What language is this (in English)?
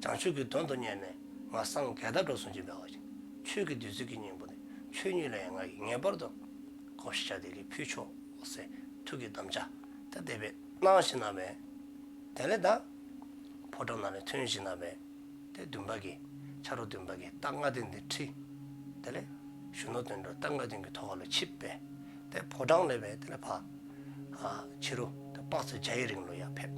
Dzongkha